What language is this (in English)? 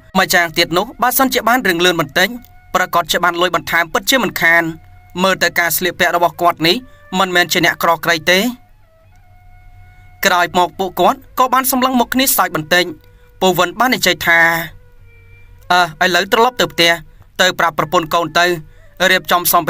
Khmer